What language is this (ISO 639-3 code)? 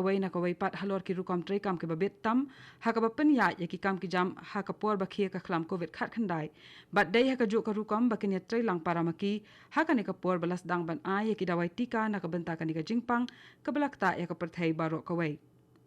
kha